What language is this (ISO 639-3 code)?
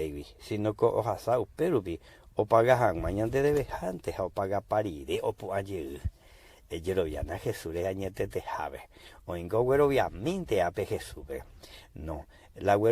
grn